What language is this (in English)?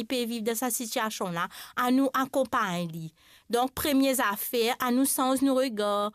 Morisyen